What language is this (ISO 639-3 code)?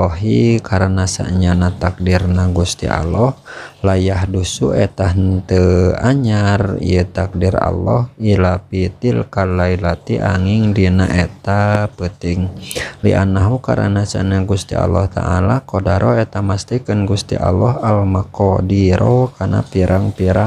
sun